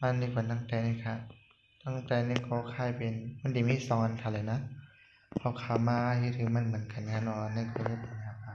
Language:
Shan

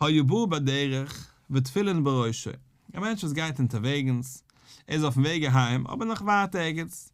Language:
Yiddish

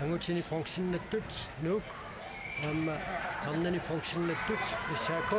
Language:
Kalaallisut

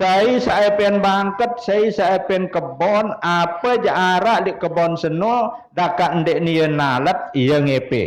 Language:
Sasak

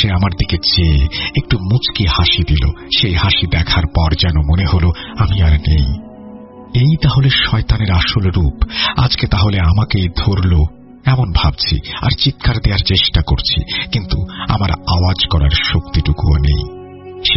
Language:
Bangla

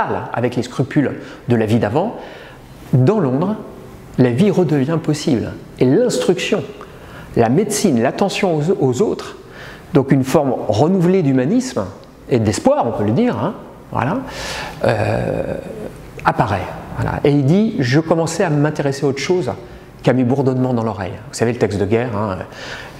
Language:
French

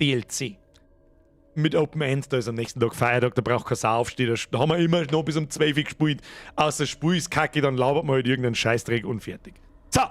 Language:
Bavarian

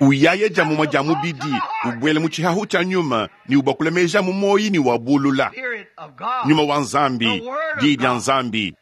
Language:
Luba-Lulua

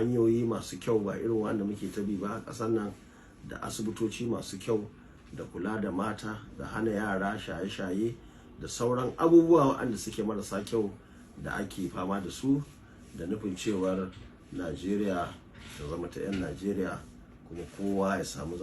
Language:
Hausa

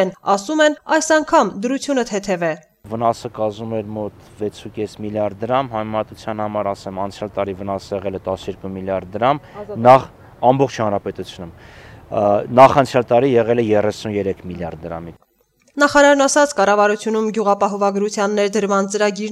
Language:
Armenian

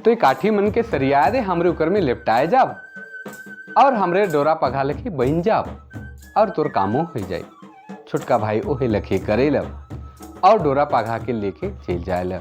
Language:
Sadri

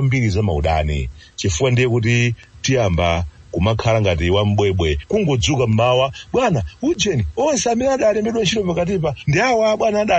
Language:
Nyanja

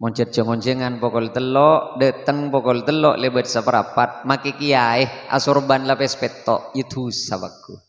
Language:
Madurese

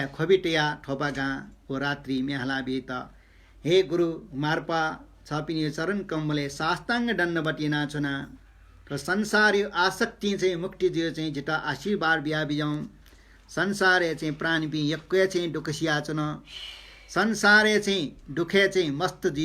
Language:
Newari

